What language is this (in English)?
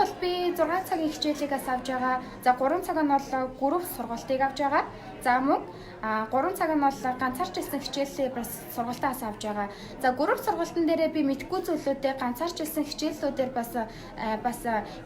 Mongolian